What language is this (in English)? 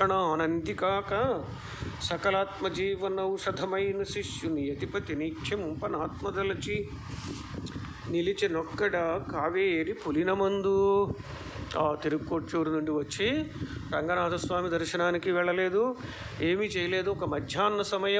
Telugu